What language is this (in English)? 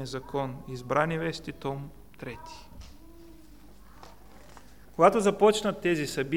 Bulgarian